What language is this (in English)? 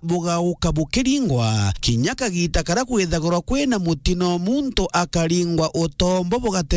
Meru